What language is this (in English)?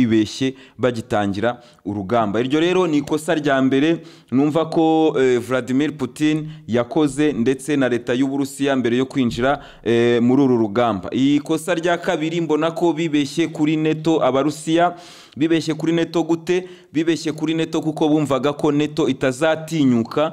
Kinyarwanda